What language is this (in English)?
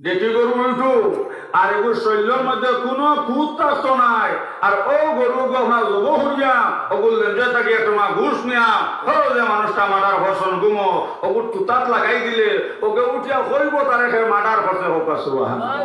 Sylheti